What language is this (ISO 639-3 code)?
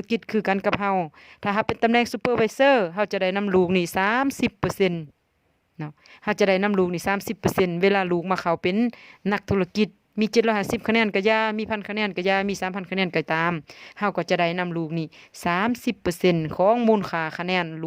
lao